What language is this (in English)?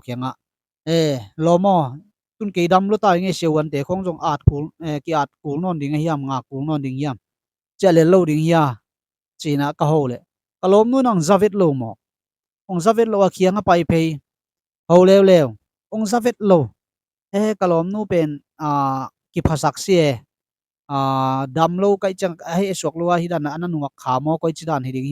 Tedim Chin